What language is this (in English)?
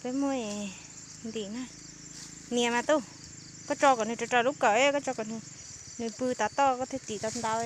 Hmong